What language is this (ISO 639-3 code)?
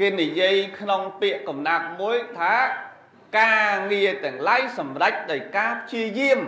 khm